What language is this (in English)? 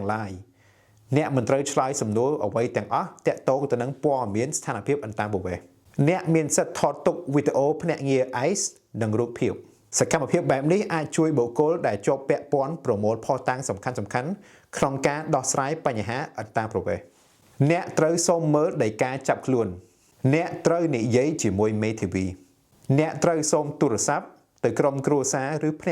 Khmer